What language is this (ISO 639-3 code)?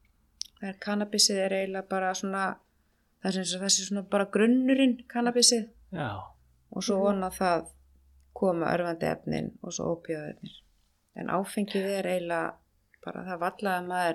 isl